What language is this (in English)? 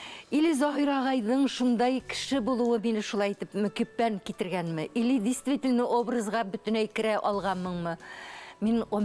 Bashkir